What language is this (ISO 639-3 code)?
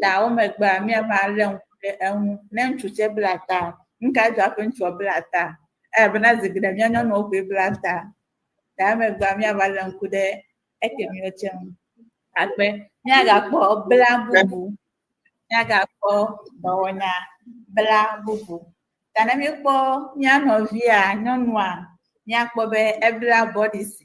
ewe